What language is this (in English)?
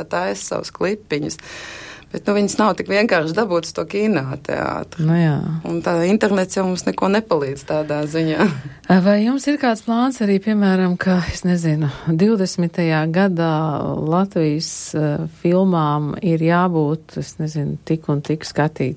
Latvian